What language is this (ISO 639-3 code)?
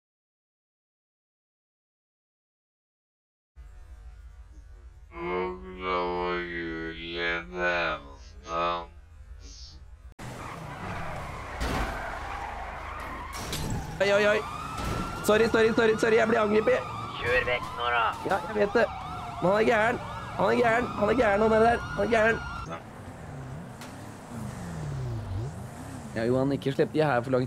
nor